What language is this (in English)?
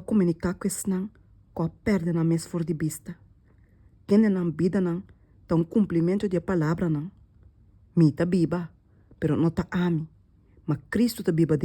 Papiamento